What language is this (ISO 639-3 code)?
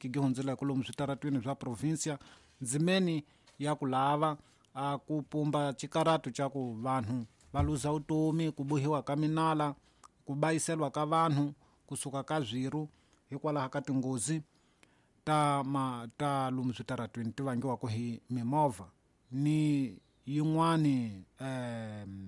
tso